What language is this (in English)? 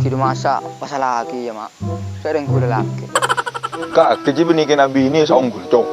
Madurese